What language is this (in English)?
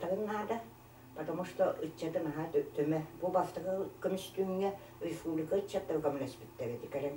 Yakut